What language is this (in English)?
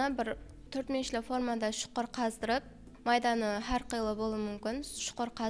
Kara-Kalpak